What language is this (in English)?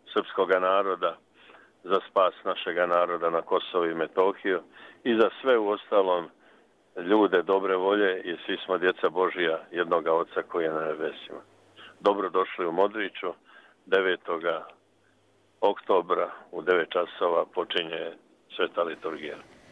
Serbian